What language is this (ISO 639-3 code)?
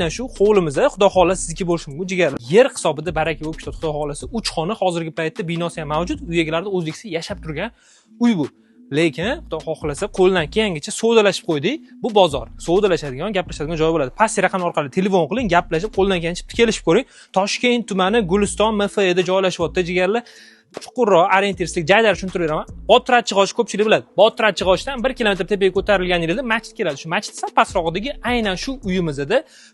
uzb